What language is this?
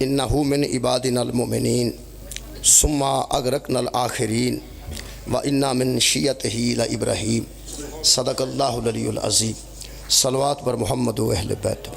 Pahari-Potwari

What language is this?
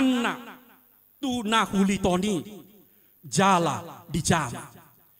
Batak Toba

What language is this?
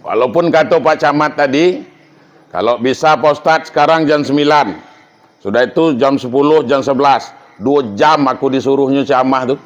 Minangkabau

